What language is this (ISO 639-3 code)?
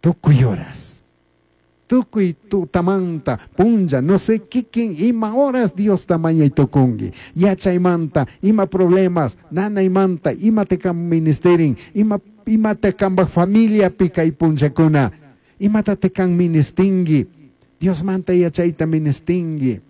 qug